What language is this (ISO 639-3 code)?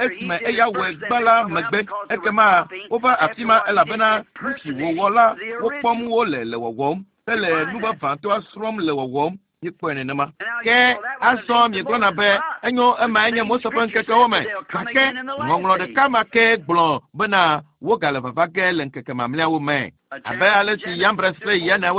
ewe